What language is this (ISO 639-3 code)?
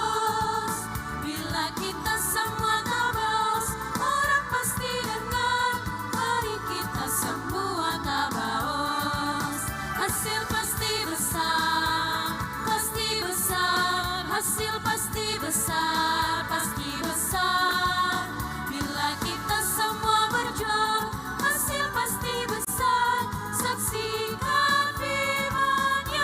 abs